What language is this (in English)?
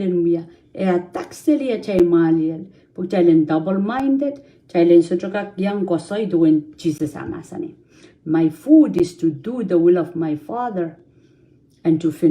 Pohnpeian